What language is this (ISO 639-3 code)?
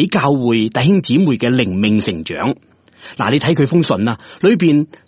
yue